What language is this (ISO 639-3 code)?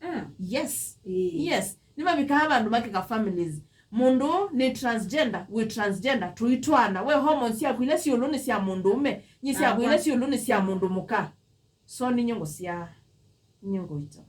kam